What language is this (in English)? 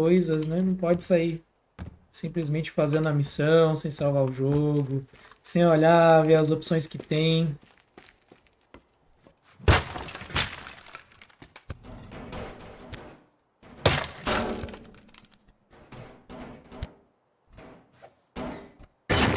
Portuguese